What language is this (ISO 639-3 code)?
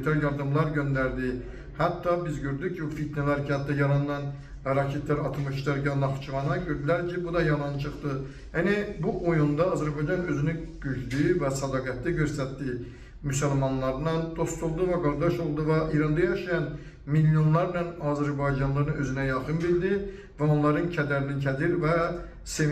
aze